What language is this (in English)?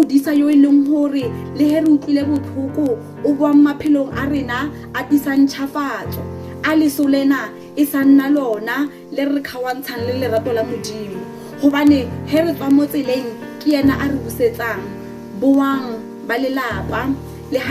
Southern Sotho